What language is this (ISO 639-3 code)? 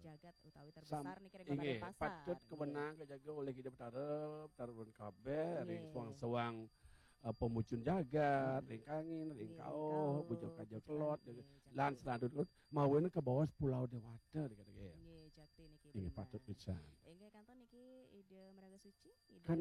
ban